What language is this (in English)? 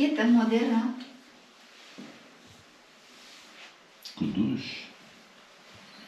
Romanian